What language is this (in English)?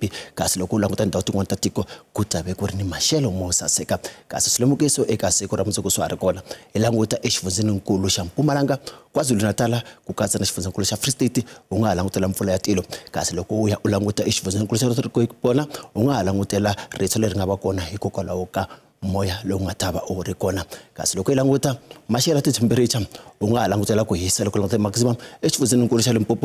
Tsonga